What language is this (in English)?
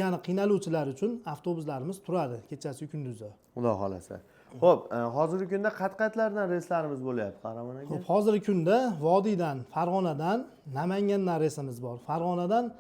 Uzbek